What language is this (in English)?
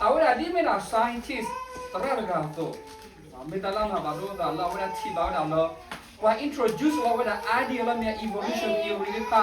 S'gaw Karen